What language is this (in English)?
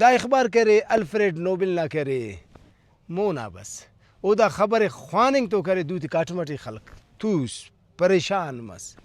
Brahui